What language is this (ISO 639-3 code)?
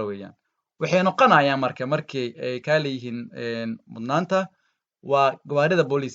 som